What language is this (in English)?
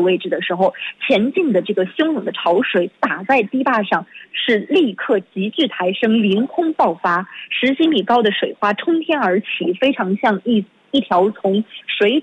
Chinese